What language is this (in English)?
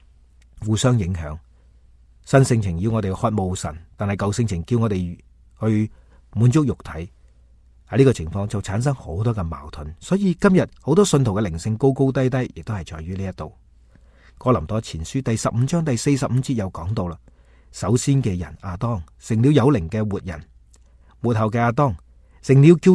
Cantonese